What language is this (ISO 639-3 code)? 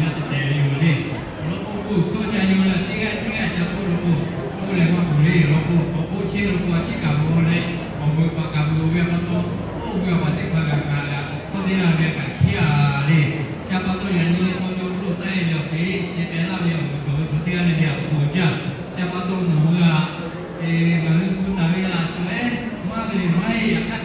lhu